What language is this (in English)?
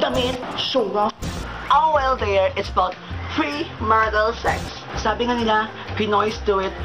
Filipino